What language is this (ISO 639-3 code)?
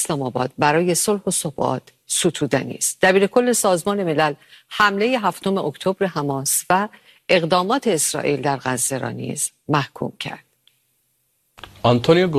fas